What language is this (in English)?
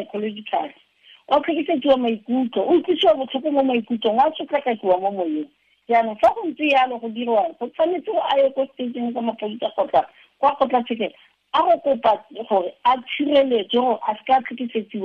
Tswana